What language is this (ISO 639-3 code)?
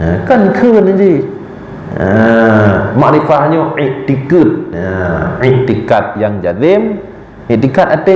ace